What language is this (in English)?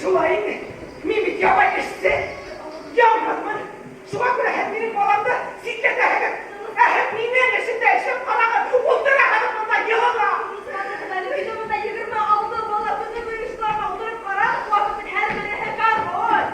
Bashkir